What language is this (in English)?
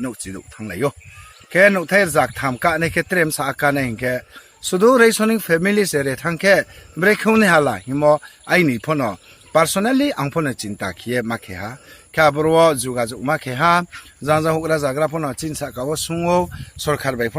Riang (India)